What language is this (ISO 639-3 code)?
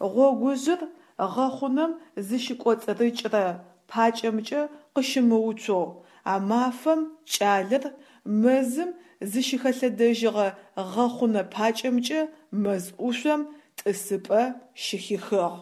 ady